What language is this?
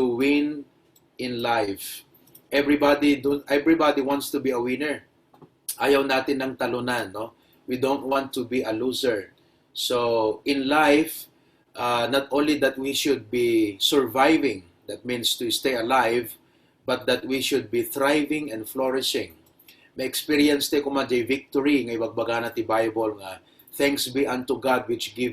Iloko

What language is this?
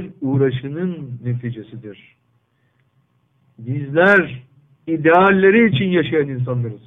Turkish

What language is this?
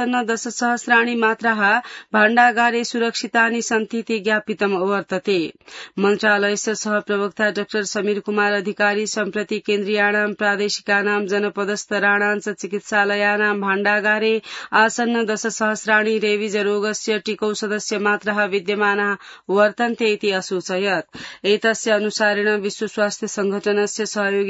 Sanskrit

